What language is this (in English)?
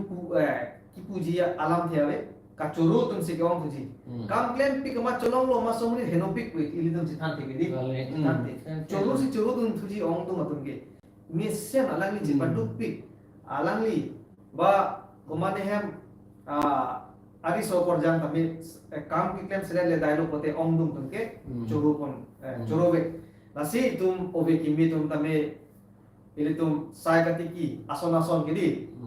Karbi